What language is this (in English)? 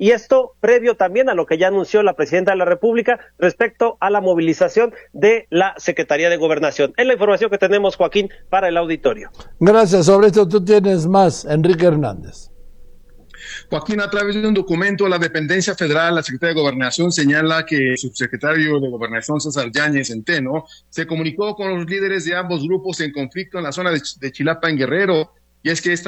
Spanish